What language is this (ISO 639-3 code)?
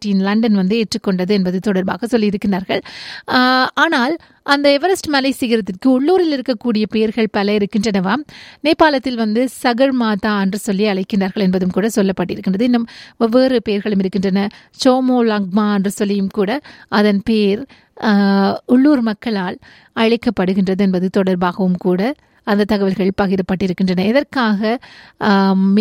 tam